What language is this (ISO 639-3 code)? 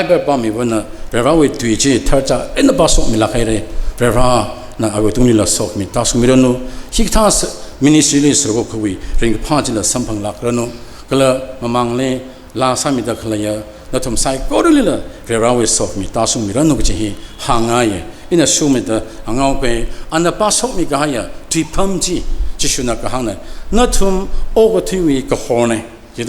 nmf